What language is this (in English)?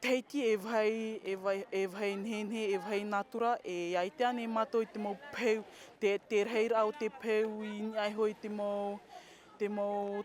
Tahitian